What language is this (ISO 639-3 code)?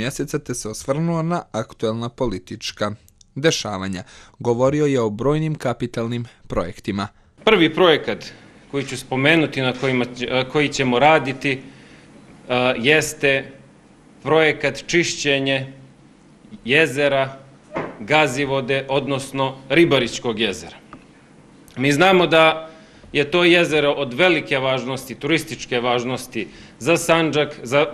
bos